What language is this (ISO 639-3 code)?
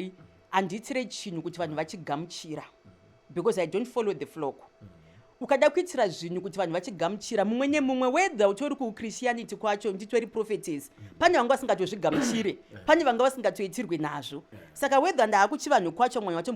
sna